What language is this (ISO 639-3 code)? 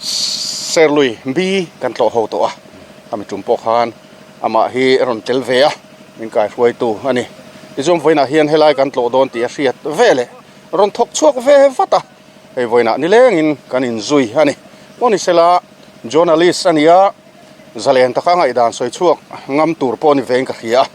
lus